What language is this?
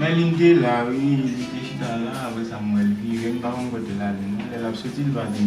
Haitian Creole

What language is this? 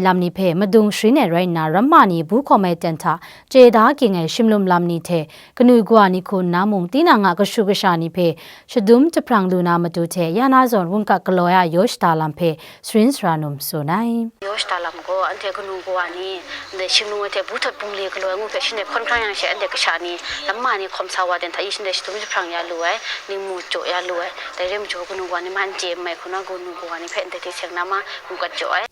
Kachin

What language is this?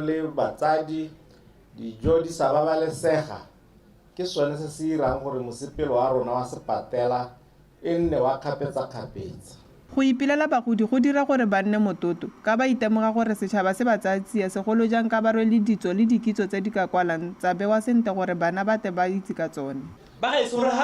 Tswana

